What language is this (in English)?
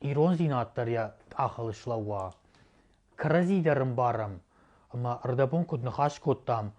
Ossetic